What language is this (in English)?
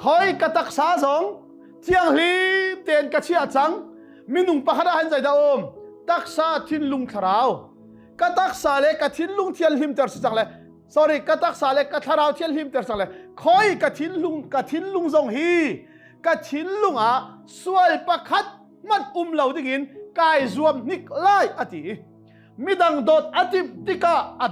Hakha Chin